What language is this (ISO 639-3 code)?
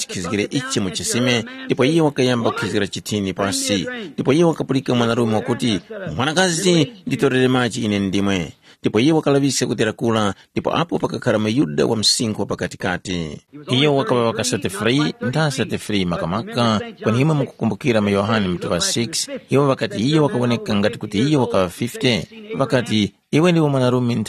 tum